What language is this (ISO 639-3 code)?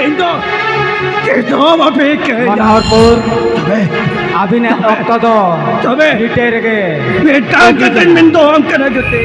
sat